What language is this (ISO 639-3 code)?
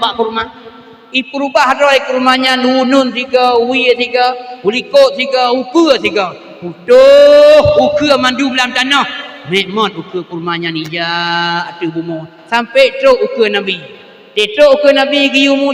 ace